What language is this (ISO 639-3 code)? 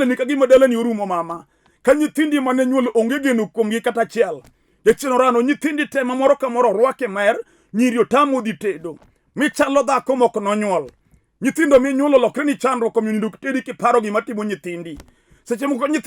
luo